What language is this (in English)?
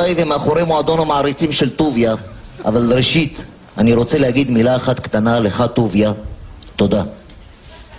Hebrew